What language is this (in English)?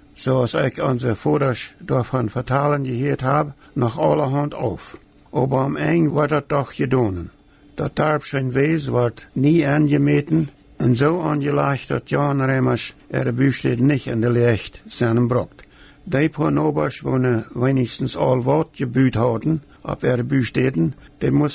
Plautdietsch